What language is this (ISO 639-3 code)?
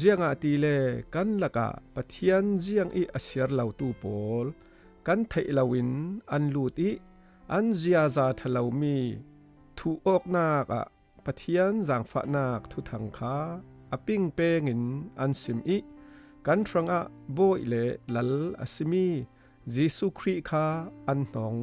cfm